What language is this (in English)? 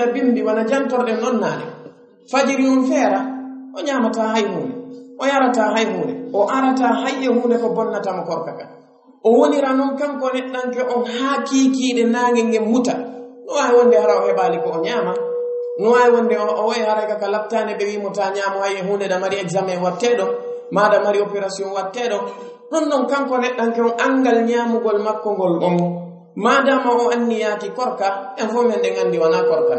Pular